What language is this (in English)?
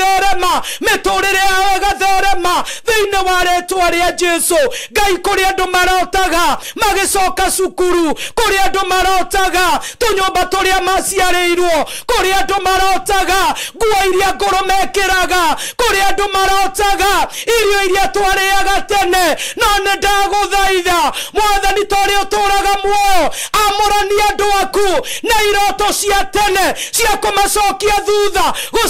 Kikuyu